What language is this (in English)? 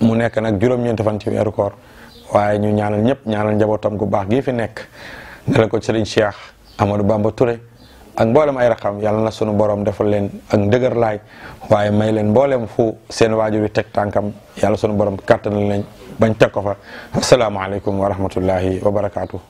Wolof